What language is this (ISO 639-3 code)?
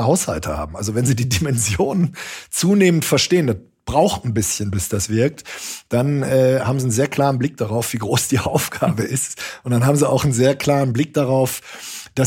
deu